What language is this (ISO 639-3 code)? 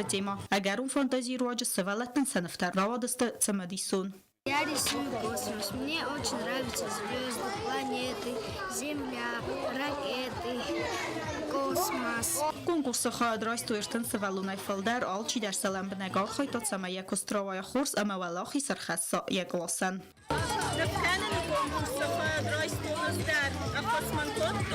oss